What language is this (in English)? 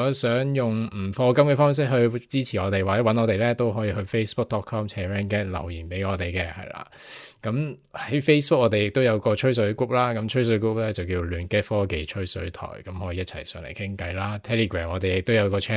Cantonese